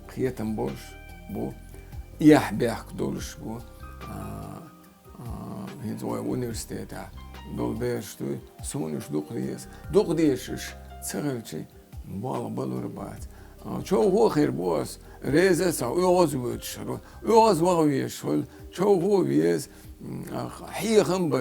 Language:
Chechen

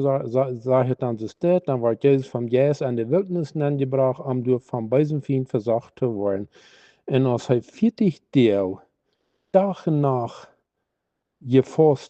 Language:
Plautdietsch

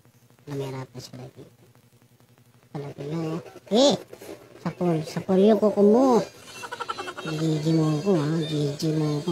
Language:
Filipino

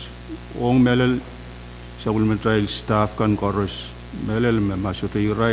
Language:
Pohnpeian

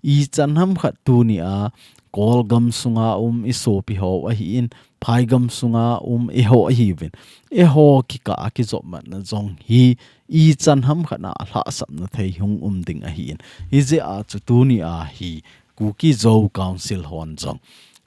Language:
Thado Chin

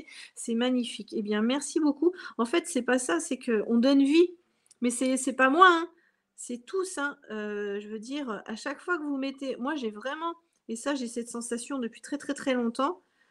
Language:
French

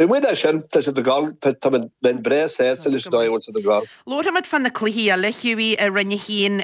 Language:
Irish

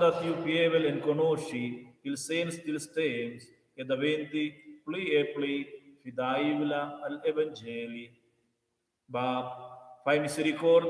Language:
Romansh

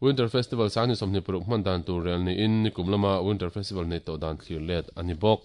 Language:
Mizo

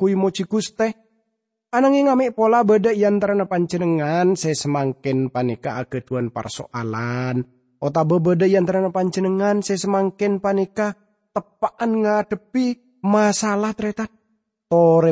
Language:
Madurese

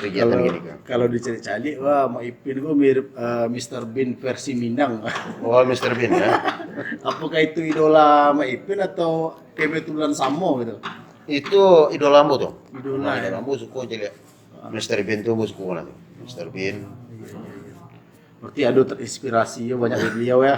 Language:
Minangkabau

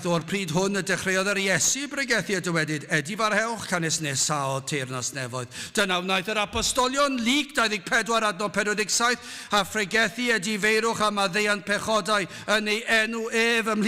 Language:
Welsh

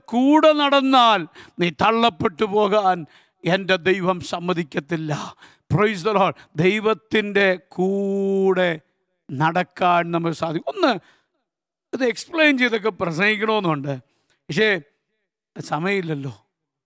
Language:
Malayalam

